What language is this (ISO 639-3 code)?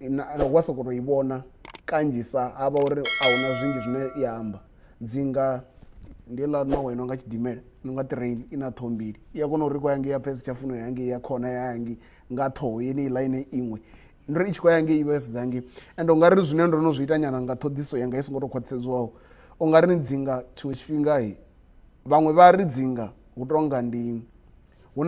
ven